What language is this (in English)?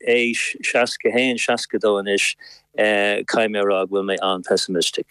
Irish